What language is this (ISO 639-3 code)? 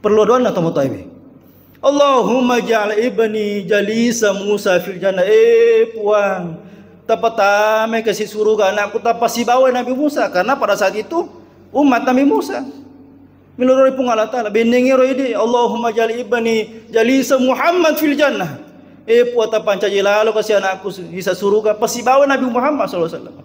bug